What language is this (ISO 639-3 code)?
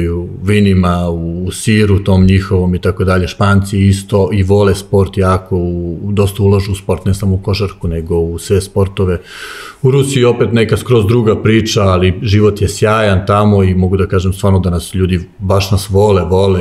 srp